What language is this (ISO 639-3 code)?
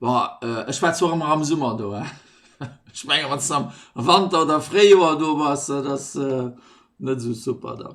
ltz